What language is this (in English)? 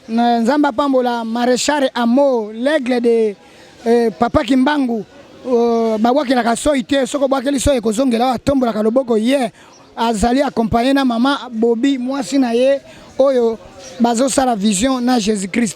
Lingala